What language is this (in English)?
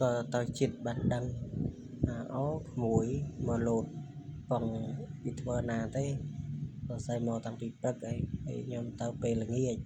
Khmer